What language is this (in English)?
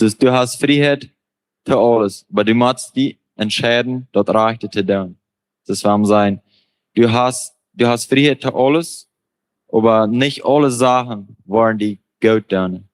Plautdietsch